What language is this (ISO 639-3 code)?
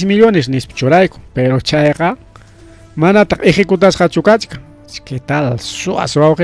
quy